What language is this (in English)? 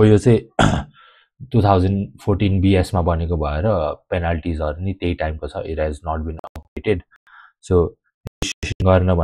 Nepali